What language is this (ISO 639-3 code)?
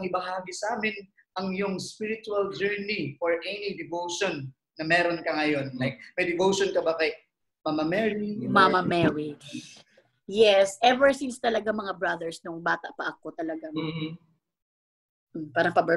fil